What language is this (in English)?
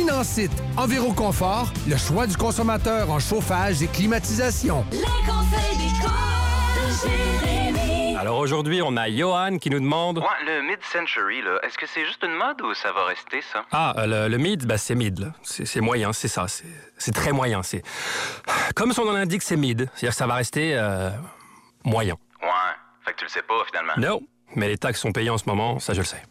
French